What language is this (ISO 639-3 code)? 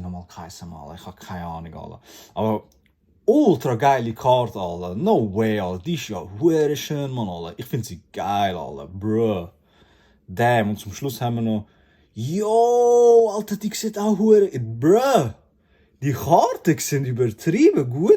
gsw